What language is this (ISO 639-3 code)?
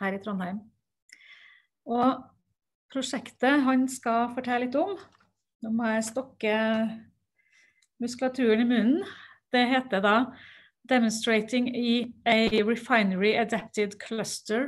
nor